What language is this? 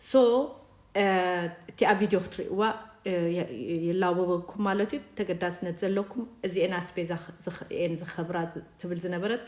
Tigrinya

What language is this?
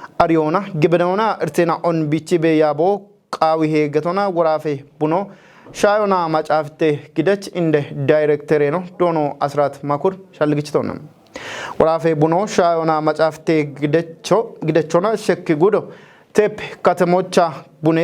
Kafa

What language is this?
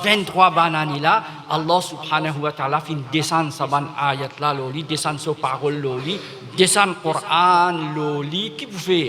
Morisyen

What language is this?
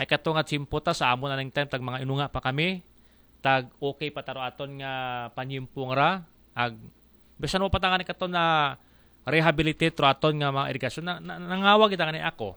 Aklanon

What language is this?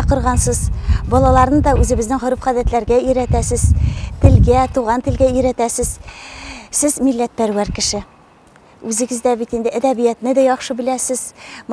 Tatar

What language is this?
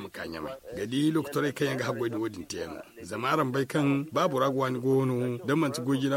Zarma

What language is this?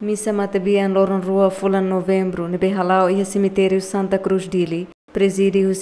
Tetum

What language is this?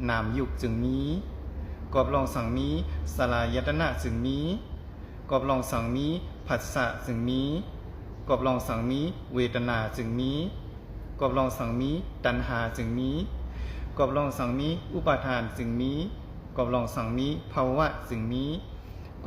Shan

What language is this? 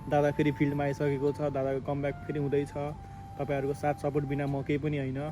Nepali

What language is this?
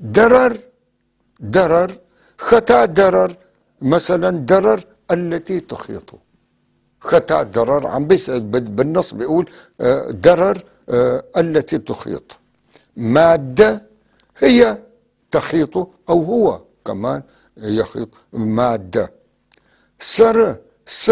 North Levantine Arabic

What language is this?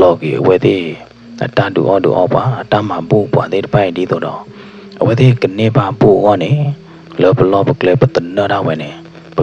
S'gaw Karen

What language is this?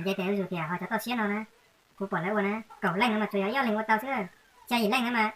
Hmong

